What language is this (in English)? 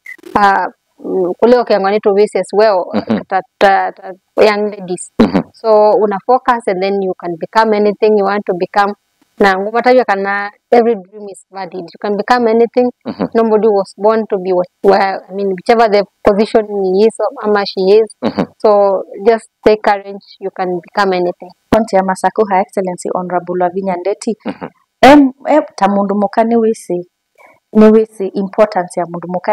Kamba